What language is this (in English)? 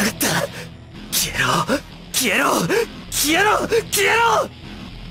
Japanese